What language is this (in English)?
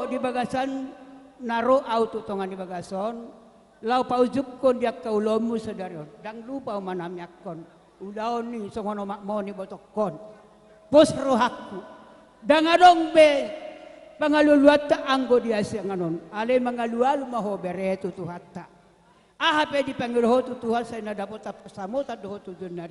Batak Toba